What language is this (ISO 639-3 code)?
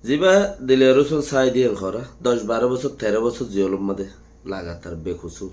rhg